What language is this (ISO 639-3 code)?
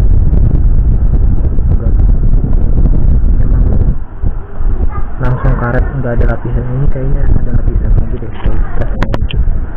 ind